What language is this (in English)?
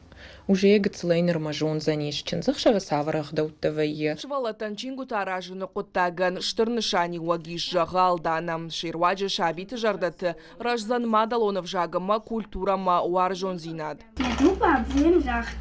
Ossetic